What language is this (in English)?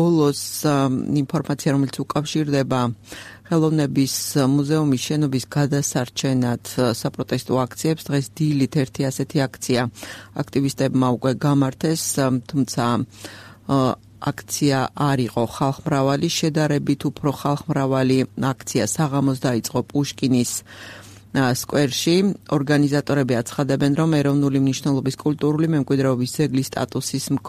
Georgian